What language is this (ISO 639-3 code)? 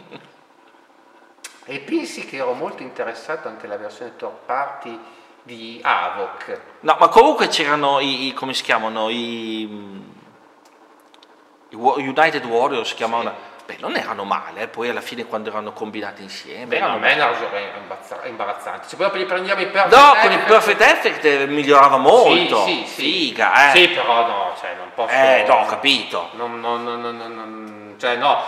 ita